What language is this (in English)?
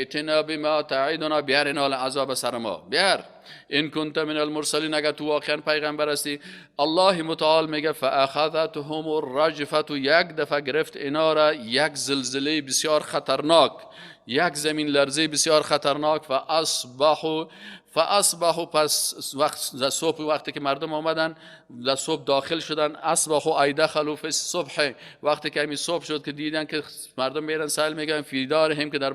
Persian